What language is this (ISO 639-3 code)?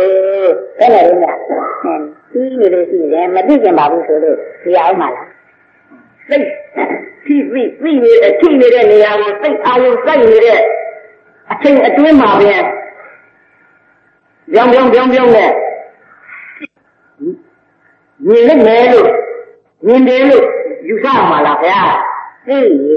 mya